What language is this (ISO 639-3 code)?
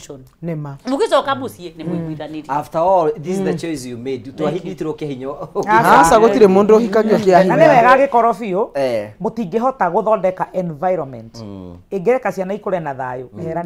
kik